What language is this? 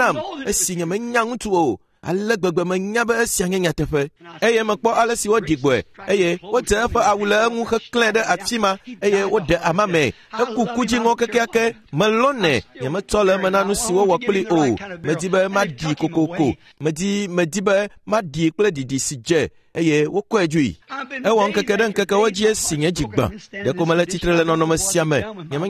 Ewe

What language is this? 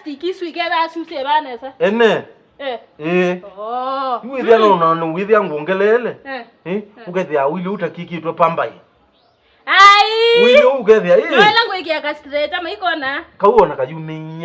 Kamba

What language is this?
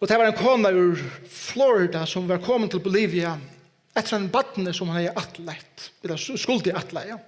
Faroese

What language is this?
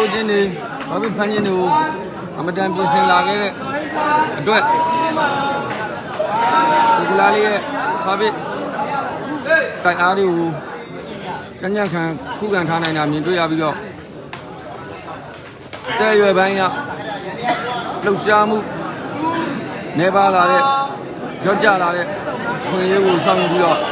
Burmese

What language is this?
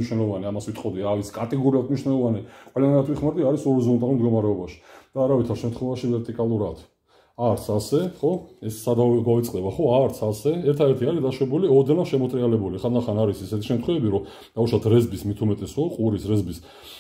Georgian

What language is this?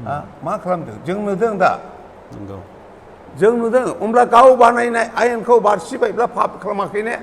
Bodo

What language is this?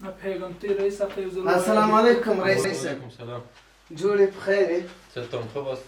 Pashto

